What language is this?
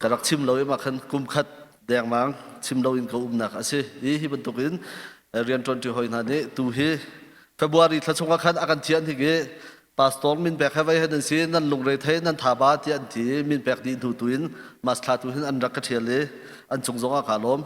Hakha Chin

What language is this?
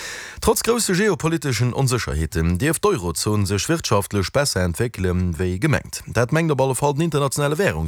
Luxembourgish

